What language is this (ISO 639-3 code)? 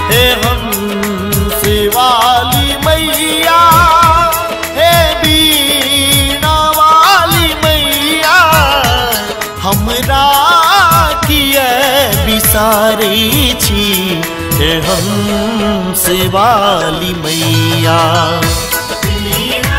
mai